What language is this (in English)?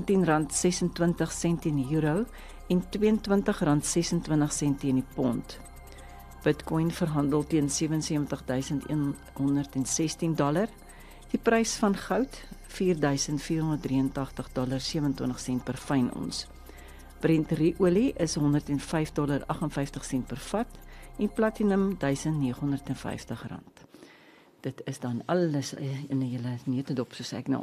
Afrikaans